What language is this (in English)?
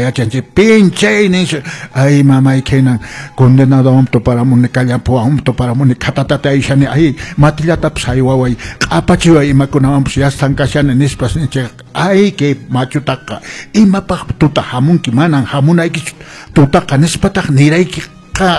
Quechua